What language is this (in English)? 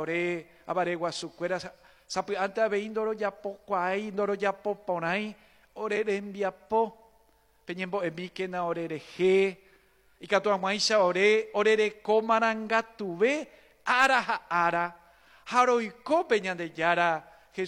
Guarani